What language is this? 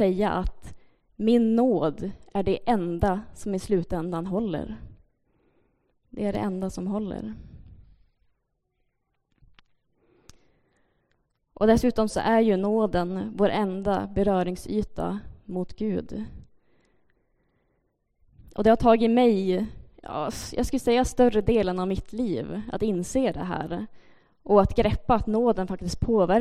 Swedish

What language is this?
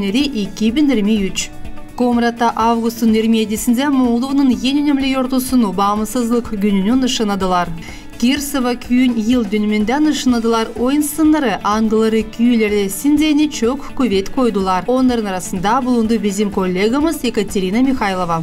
Gagauz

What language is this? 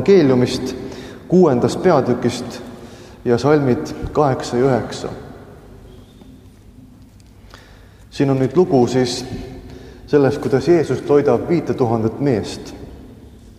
Estonian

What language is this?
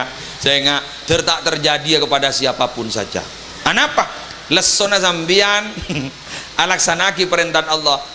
Madurese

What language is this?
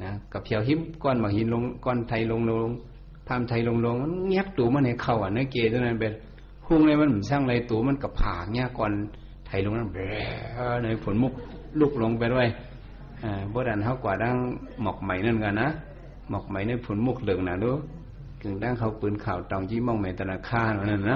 Shan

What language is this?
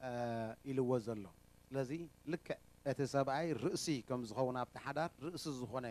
Tigrinya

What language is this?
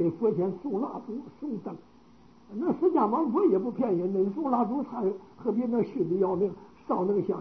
Chinese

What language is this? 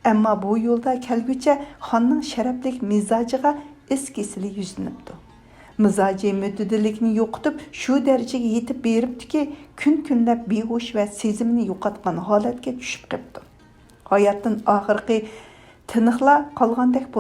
Uyghur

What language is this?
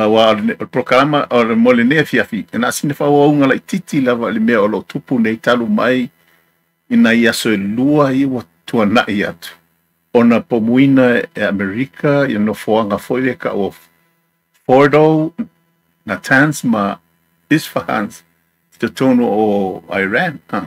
Samoan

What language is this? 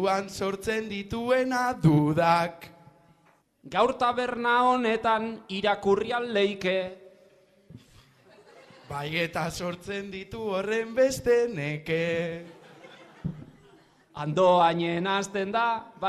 Basque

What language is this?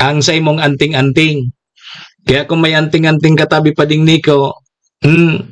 Bikol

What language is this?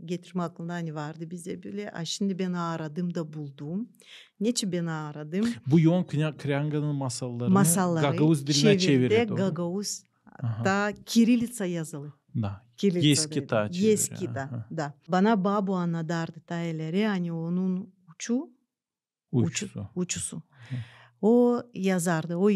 Gagauz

